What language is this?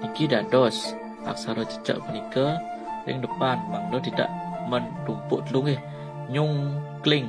Balinese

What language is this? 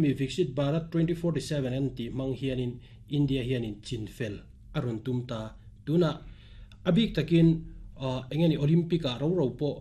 Mizo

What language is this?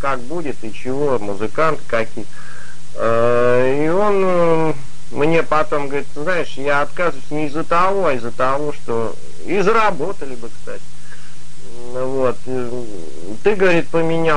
Russian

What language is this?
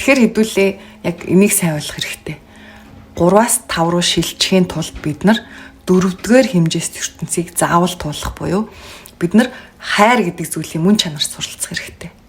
Mongolian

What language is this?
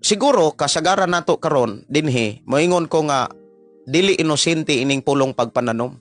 Cebuano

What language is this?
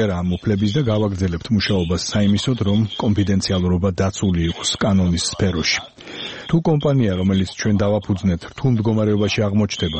Georgian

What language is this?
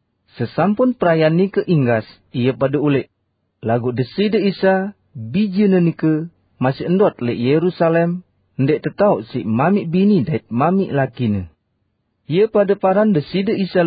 Sasak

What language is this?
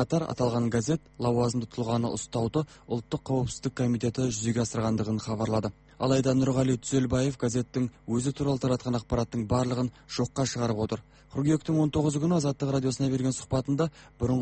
Kazakh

